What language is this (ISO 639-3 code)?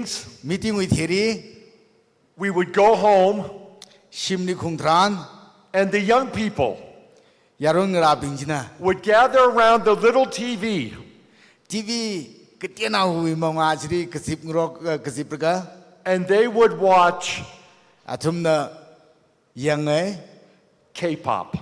nmf